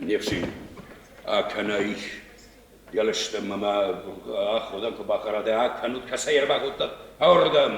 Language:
Ossetic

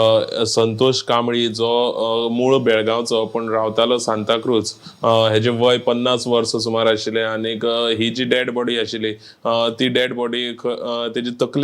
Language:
Konkani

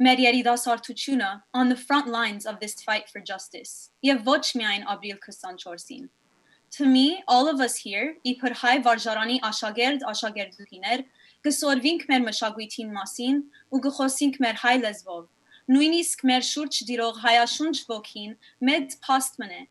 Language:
Western Armenian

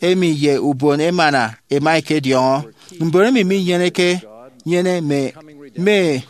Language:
Efik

